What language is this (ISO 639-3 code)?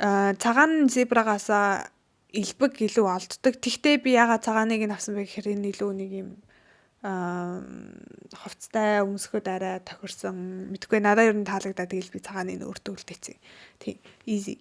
mon